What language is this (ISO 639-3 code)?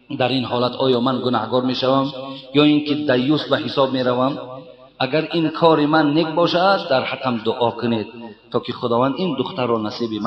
tgk